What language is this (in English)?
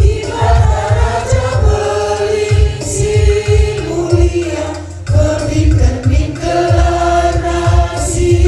Batak Karo